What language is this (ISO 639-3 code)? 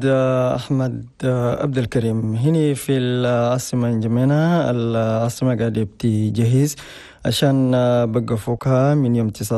shu